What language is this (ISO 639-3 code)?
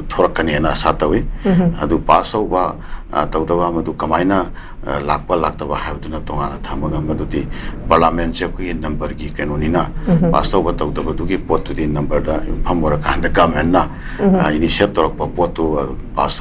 mni